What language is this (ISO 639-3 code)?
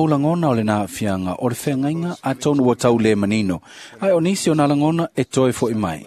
smo